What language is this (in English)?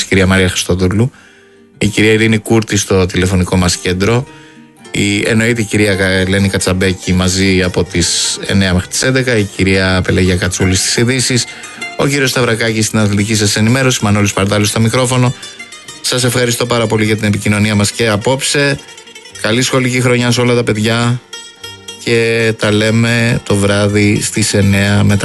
Greek